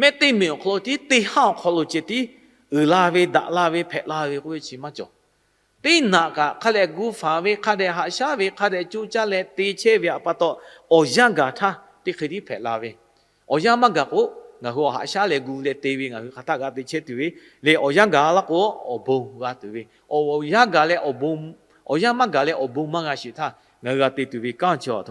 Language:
Lahu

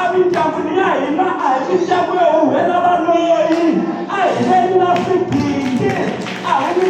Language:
Tsonga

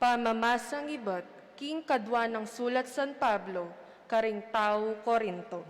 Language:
Pampanga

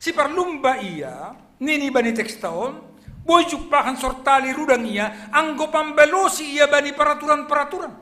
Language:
Batak Simalungun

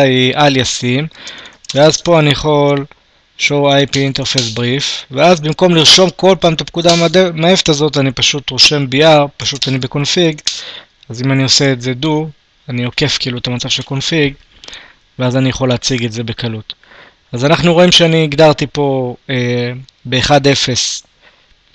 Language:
Hebrew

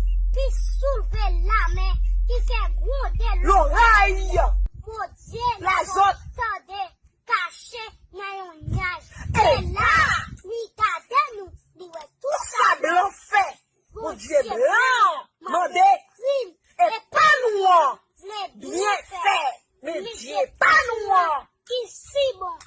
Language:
Haitian Creole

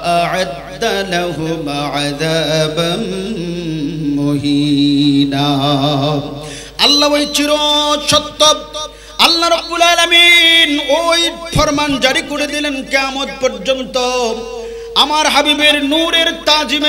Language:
Bangla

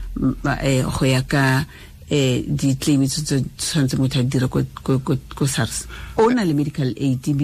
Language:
Tswana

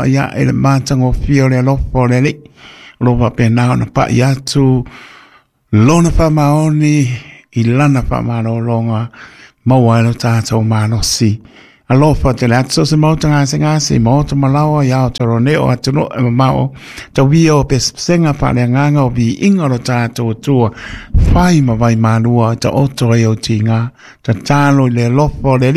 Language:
Samoan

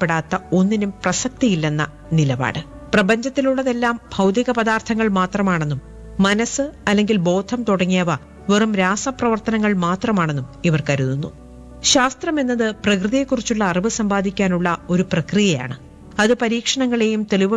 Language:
Malayalam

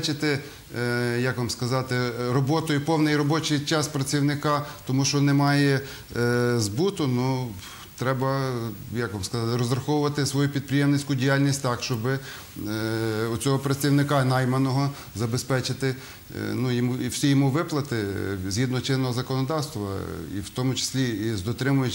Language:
Ukrainian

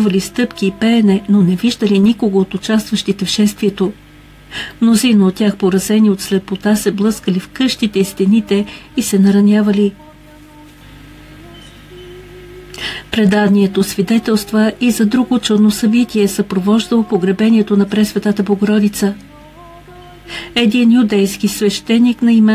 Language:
Bulgarian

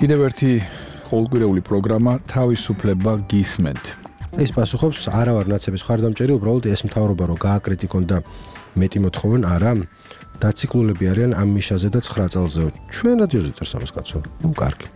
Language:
Georgian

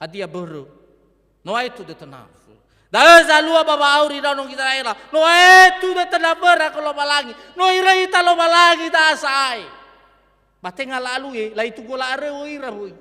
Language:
Nias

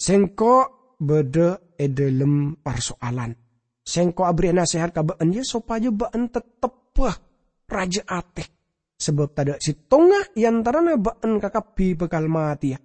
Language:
Madurese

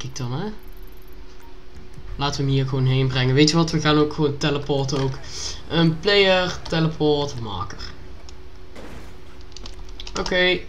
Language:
Dutch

